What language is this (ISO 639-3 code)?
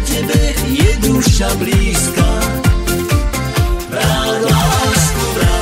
slk